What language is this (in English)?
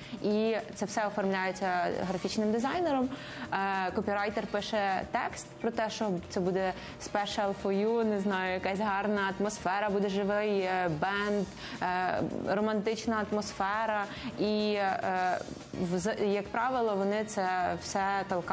Ukrainian